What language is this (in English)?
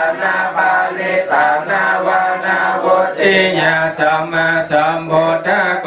Pali